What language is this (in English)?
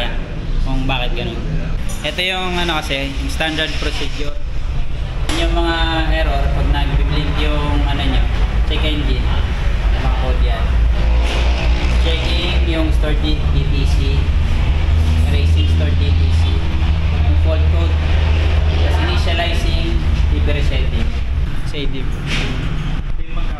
Filipino